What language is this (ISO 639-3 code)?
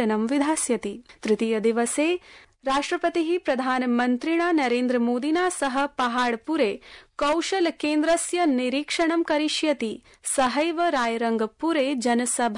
san